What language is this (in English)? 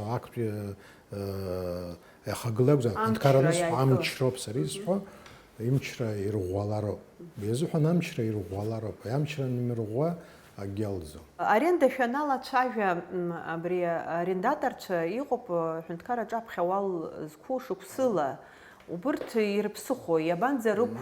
Abkhazian